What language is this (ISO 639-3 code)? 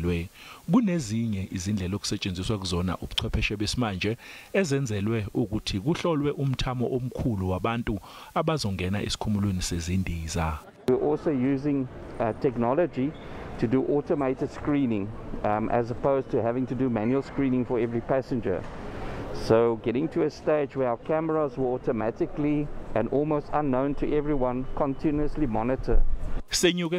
zul